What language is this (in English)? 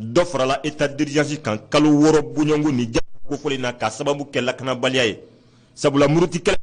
Bambara